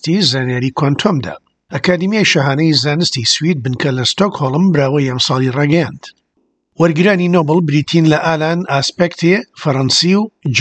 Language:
Central Kurdish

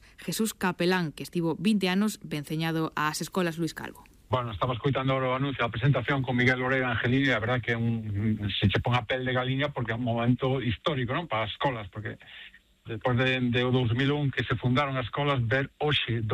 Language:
Galician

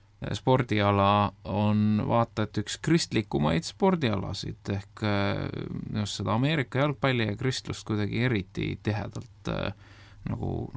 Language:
Estonian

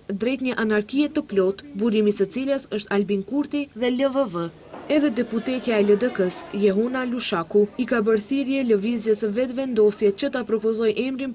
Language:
Albanian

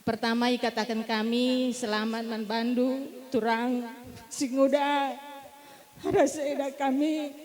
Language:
Batak Karo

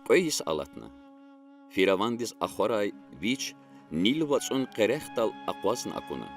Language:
Lezghian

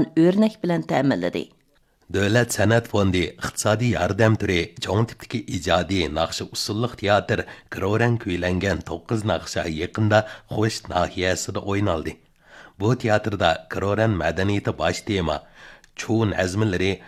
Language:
Uyghur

